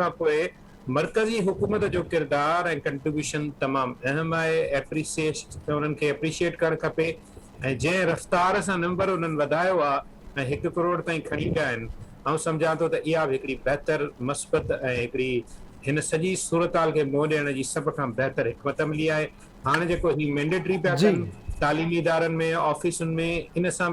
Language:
Sindhi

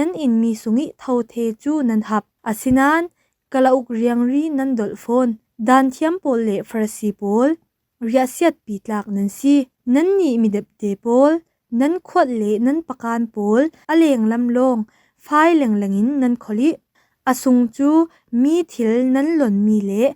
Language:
Falam Chin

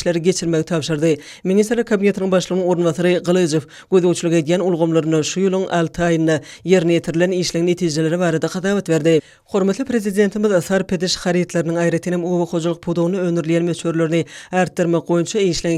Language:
Turkmen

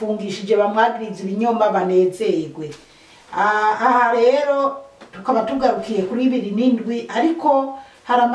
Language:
Rundi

